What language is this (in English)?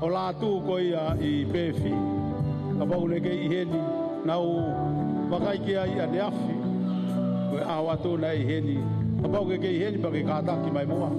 Tongan